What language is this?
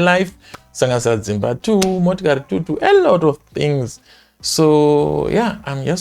Shona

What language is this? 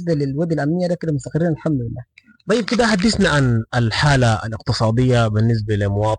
Sudanese Arabic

